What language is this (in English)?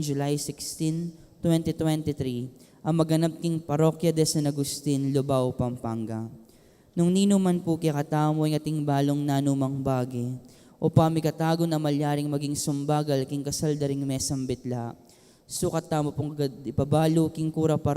Pampanga